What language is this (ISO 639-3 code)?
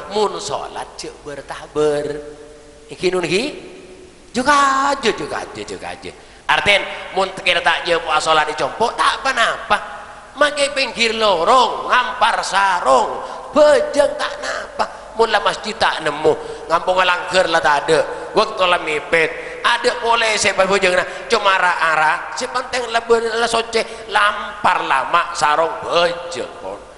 mad